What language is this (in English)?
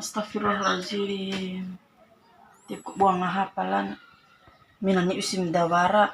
Bima